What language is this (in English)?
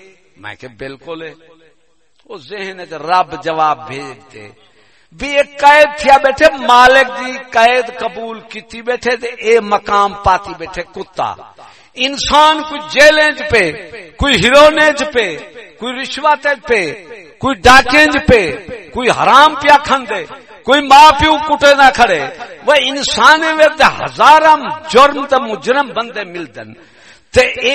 Saraiki